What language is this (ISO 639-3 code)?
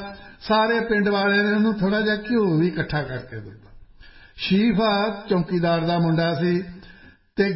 pan